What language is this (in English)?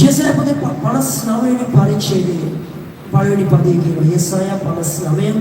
Sinhala